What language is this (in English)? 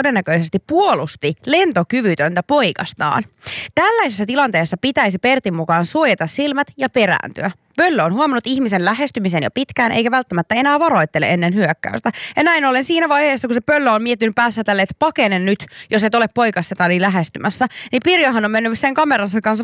Finnish